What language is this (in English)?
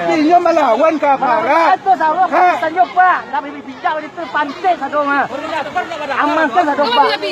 Minangkabau